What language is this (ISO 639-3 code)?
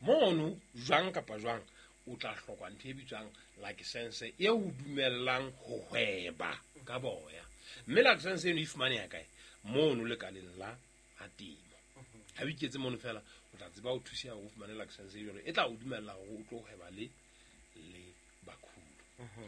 sot